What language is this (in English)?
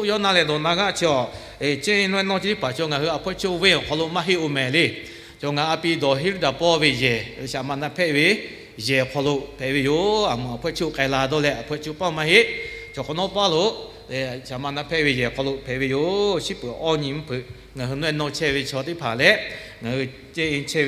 Lahu